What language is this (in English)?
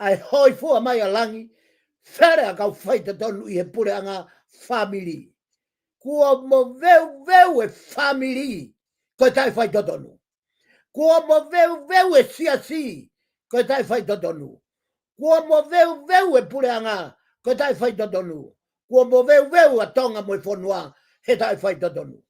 Tongan